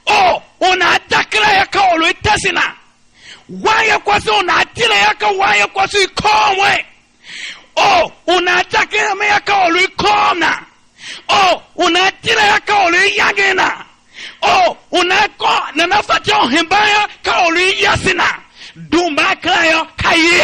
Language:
Tiv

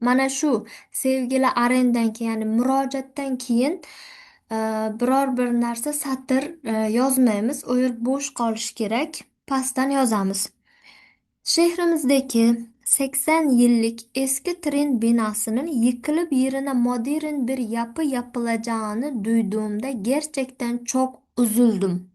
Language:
Uzbek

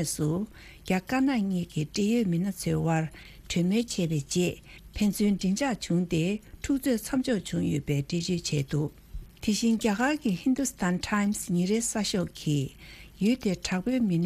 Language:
Tibetan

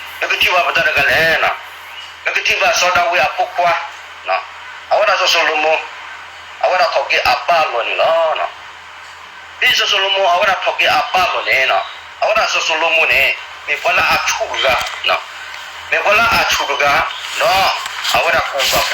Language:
S'gaw Karen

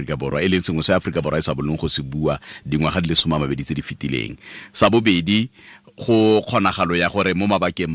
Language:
Tswana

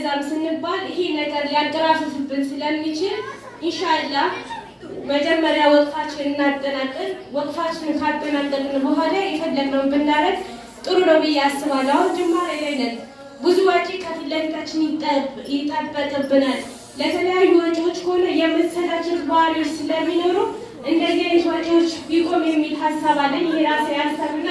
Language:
Amharic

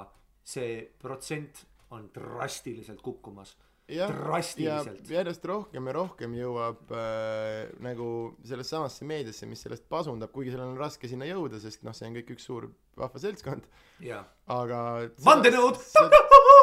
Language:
Estonian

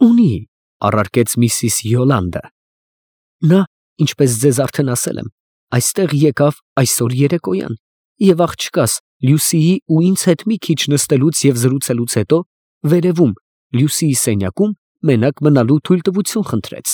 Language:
Armenian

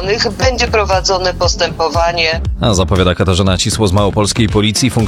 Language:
Polish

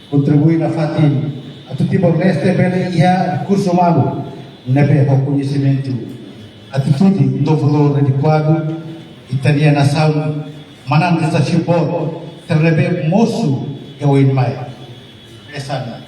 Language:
Tetum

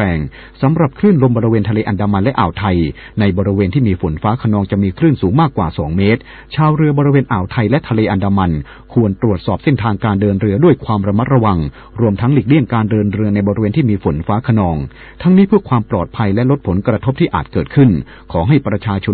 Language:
Thai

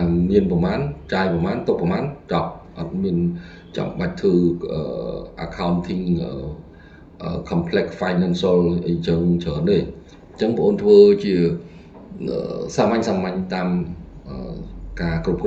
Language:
Khmer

